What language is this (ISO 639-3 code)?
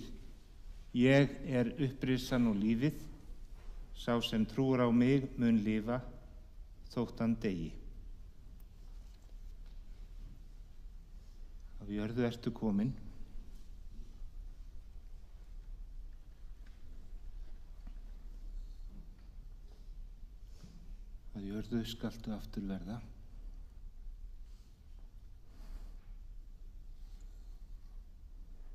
isl